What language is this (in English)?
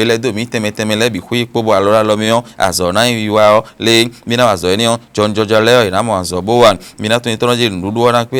Fon